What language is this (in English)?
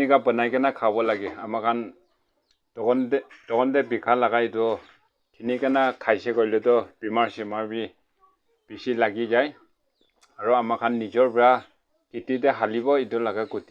Naga Pidgin